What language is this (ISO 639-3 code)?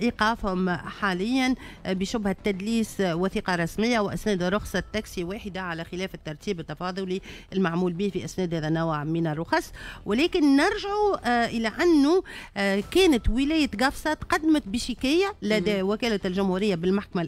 aeb